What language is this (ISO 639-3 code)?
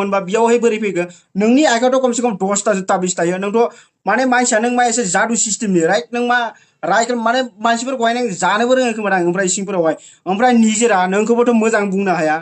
brx